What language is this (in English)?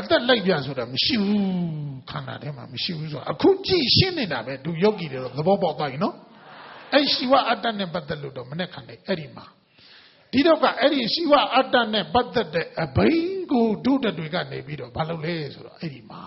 Burmese